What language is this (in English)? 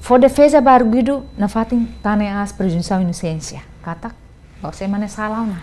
Tetum